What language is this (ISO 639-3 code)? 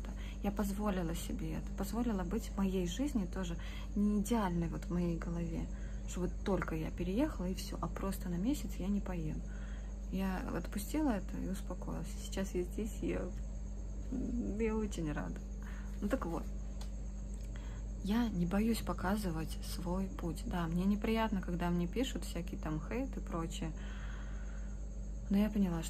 rus